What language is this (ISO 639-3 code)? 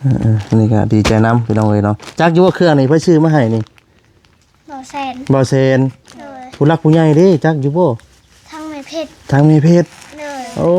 lao